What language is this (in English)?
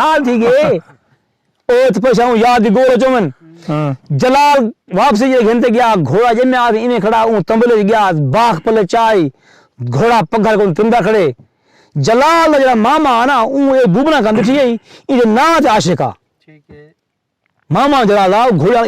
Saraiki